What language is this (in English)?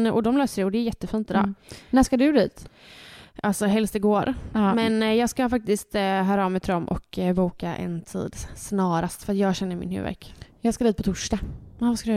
Swedish